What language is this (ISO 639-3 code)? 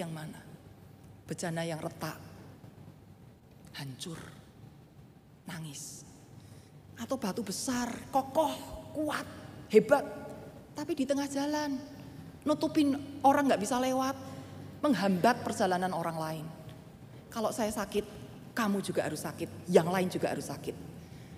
ind